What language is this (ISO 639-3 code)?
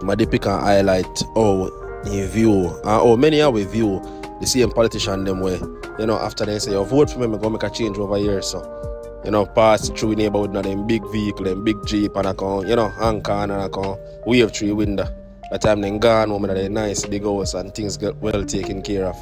jam